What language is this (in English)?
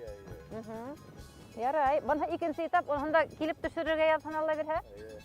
Bashkir